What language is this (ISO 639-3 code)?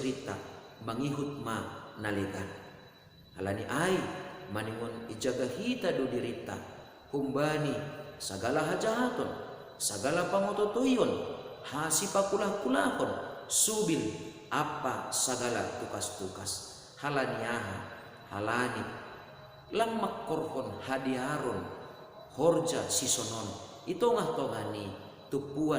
bts